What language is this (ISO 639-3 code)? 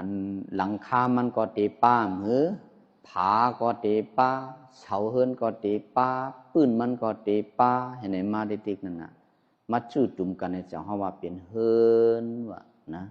shn